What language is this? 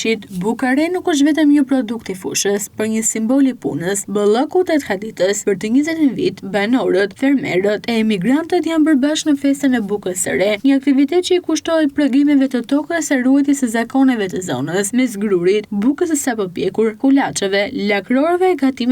Albanian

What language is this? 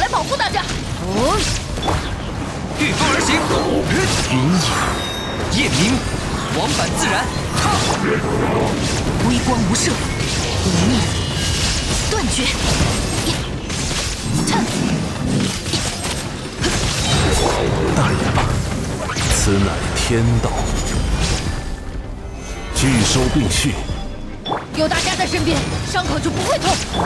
Chinese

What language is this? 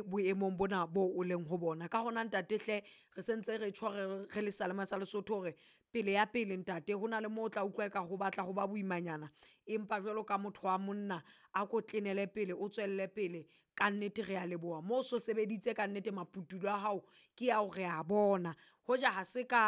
Southern Sotho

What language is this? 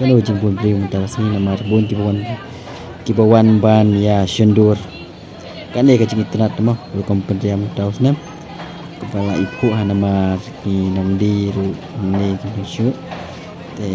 Khasi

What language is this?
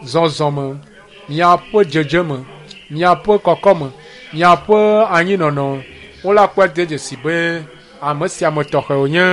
Ewe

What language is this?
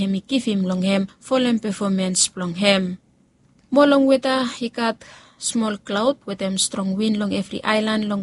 Bislama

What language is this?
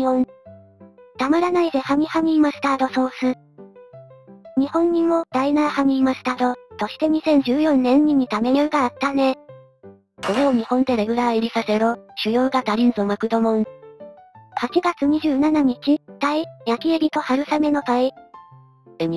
Japanese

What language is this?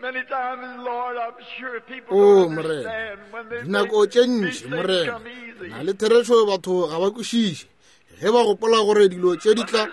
Northern Sotho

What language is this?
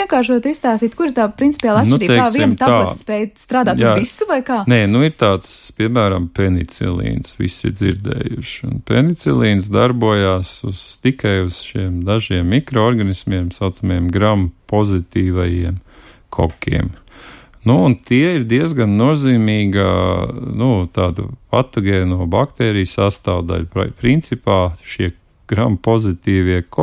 Latvian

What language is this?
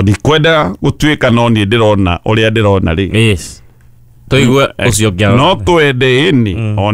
Kikuyu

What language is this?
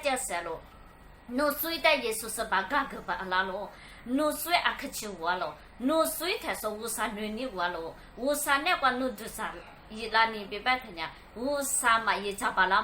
Lisu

